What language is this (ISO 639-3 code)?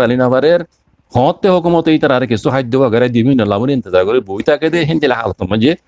rhg